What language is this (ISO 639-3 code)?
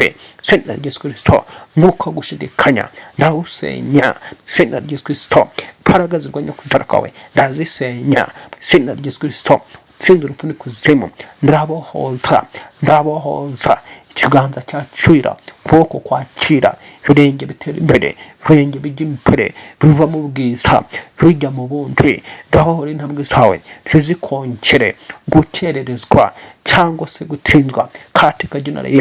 kin